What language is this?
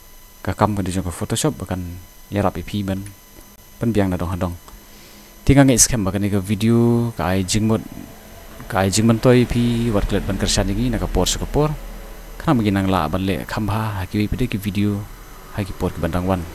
Khasi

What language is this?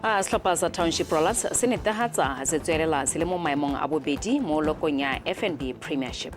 Tswana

